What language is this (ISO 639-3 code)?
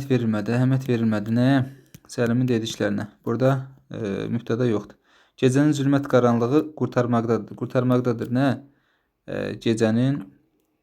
aze